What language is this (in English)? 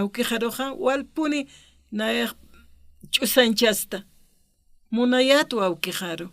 Aymara